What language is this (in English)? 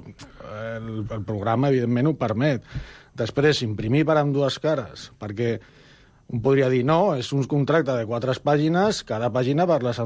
Catalan